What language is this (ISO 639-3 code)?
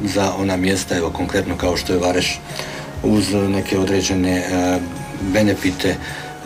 hrv